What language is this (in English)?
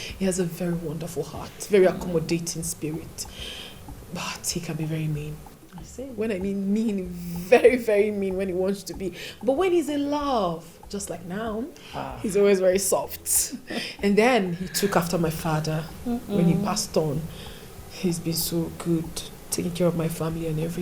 Nigerian Pidgin